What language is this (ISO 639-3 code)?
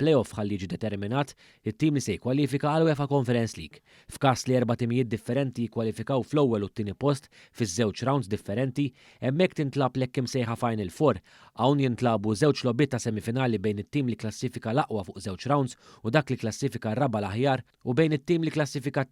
mlt